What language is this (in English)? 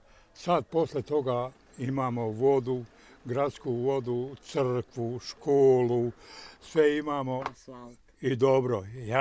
Bosnian